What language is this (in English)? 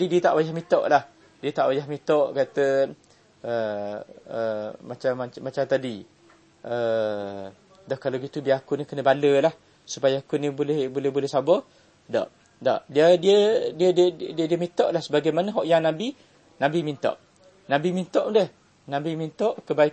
Malay